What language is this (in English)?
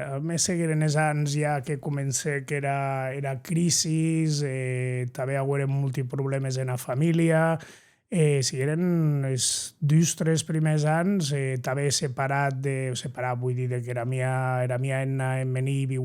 Occitan